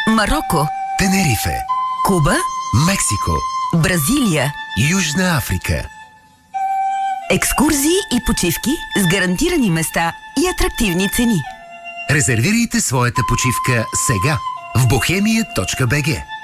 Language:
Bulgarian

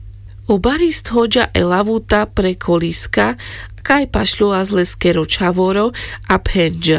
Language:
Carpathian Romani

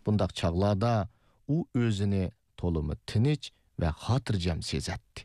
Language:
Uyghur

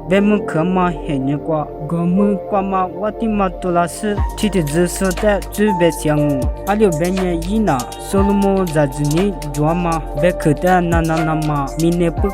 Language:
Lisu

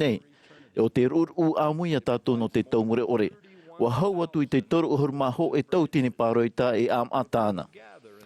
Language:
Tahitian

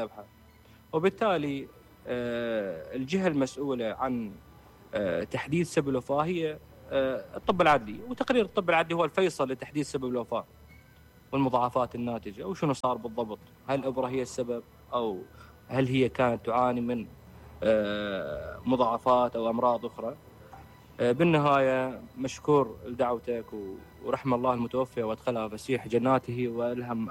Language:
Mesopotamian Arabic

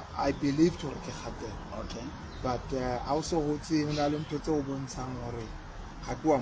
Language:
Southern Sotho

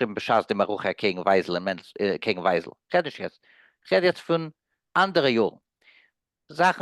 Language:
Yiddish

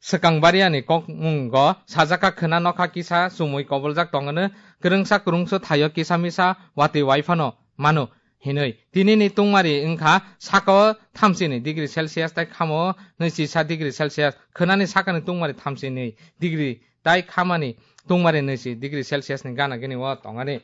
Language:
Kok Borok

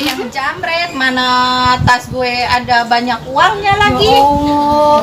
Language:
Betawi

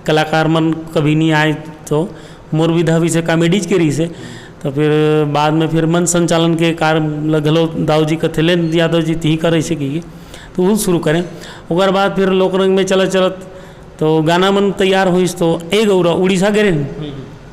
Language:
Chhattisgarhi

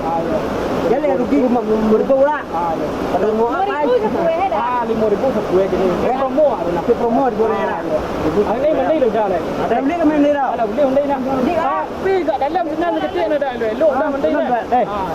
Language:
Minangkabau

